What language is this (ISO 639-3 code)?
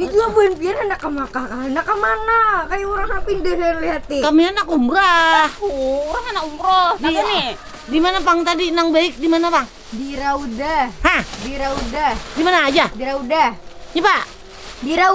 bjn